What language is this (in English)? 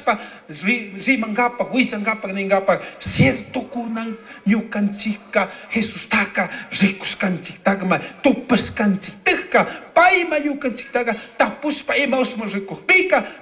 Chimborazo Highland Quichua